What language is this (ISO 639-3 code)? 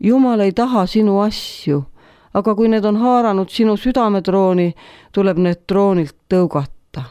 est